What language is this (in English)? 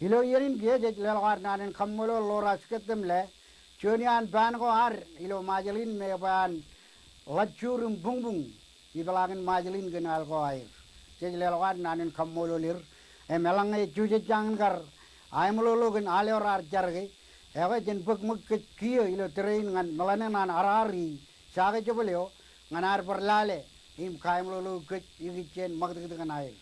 Marshallese